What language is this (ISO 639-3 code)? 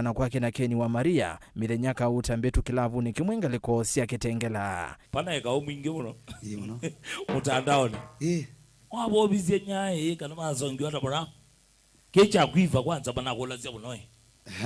kam